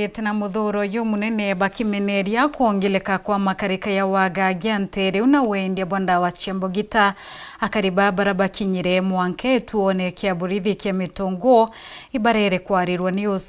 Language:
Meru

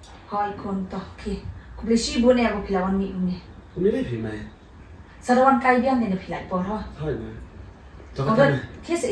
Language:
Khasi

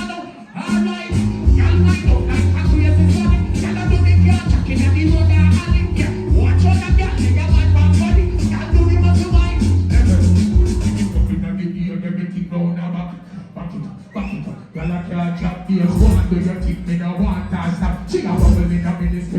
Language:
Jamaican Creole English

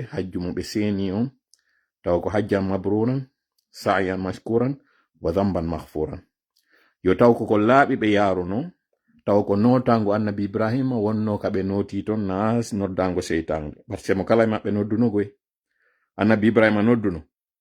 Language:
Fula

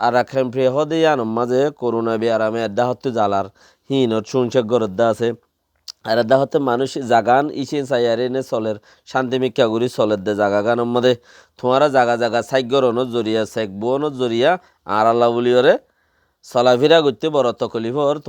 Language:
Rohingya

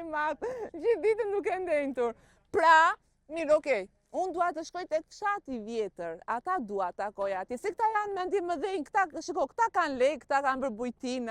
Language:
Albanian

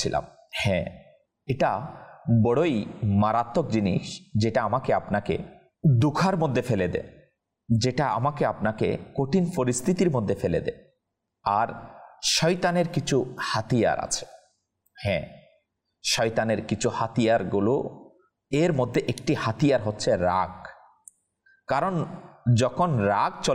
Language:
Bangla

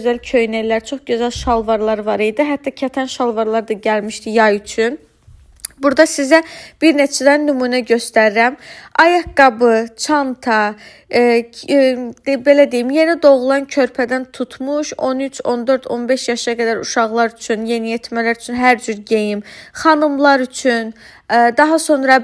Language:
Azerbaijani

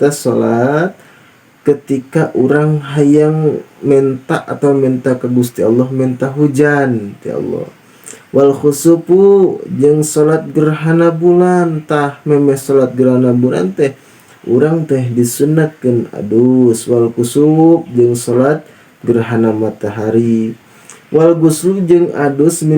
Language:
Sundanese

